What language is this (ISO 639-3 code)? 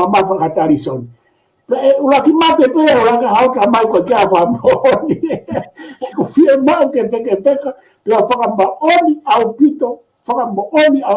ton